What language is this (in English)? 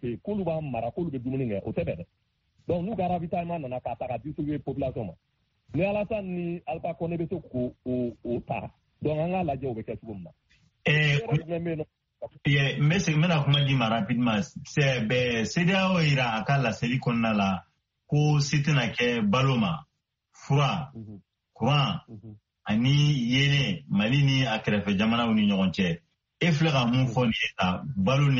Bambara